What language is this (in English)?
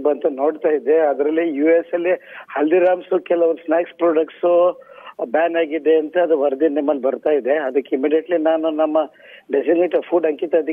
Kannada